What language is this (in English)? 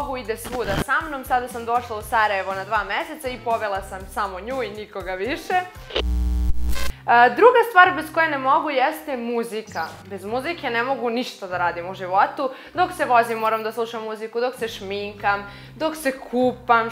Serbian